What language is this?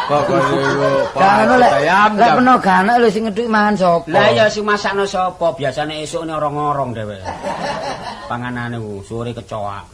Javanese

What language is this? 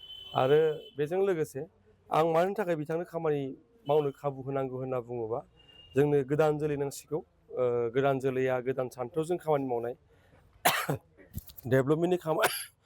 Bodo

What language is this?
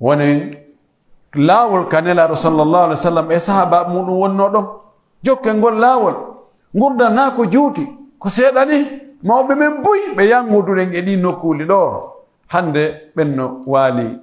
Pular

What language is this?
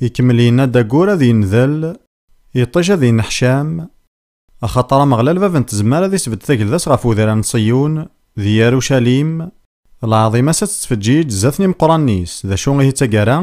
Kabyle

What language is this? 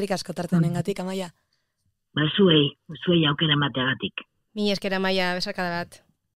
Basque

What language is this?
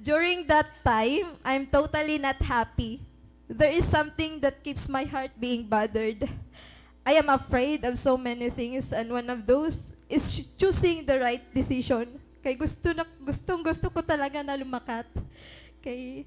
Waray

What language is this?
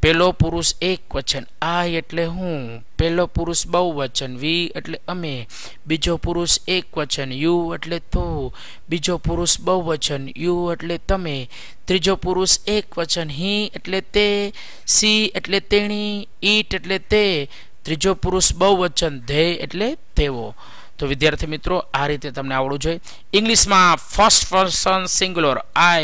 Gujarati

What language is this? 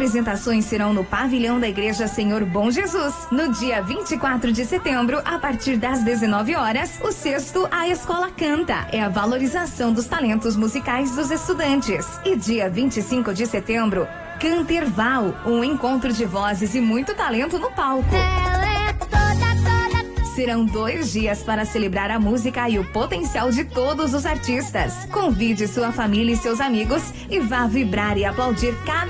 Portuguese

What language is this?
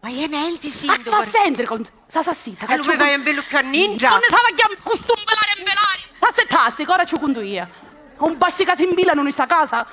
Sicilian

